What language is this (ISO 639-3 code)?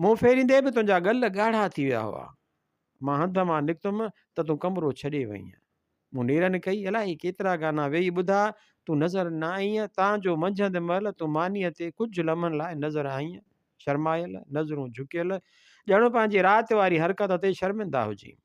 snd